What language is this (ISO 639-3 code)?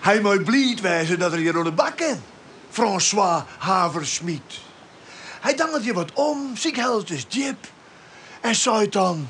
fry